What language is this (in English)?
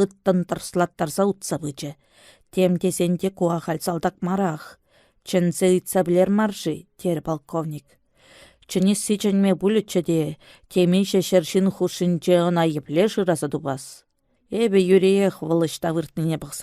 Chuvash